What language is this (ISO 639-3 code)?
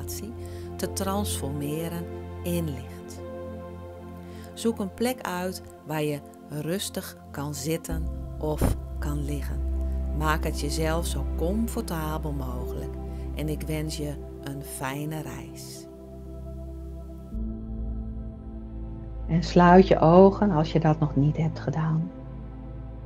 nld